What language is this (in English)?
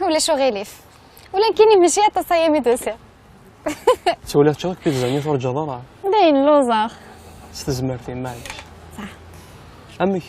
Kabyle